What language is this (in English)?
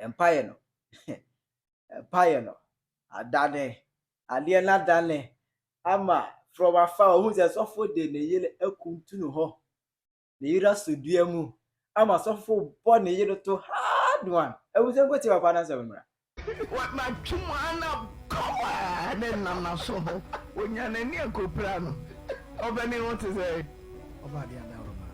Akan